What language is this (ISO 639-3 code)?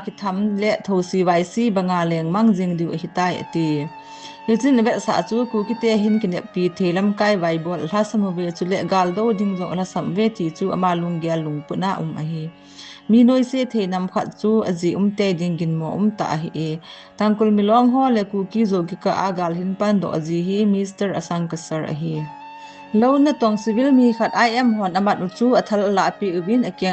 tcz